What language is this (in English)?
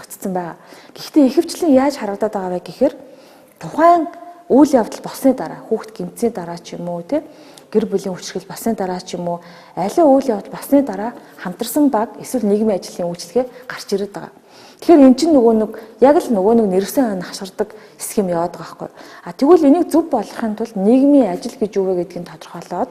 Mongolian